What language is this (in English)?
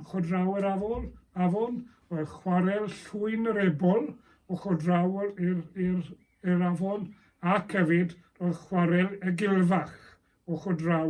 Welsh